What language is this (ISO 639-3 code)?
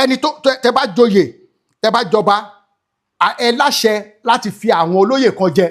yor